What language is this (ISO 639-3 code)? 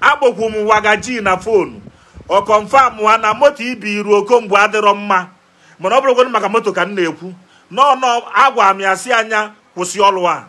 ibo